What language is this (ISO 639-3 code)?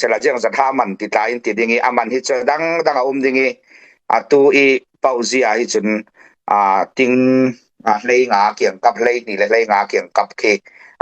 cfm